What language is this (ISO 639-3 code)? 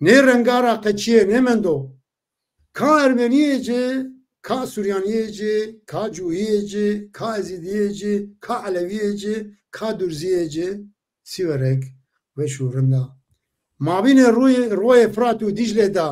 zza